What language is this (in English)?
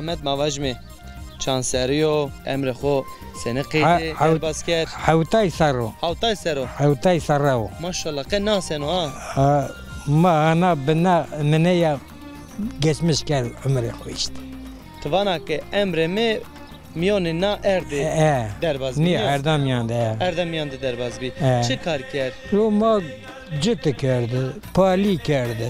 Zaza